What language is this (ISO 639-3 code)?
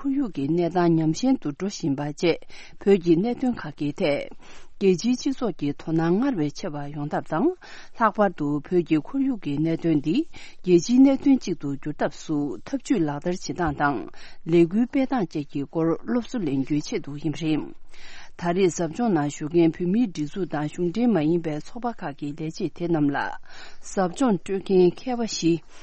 bod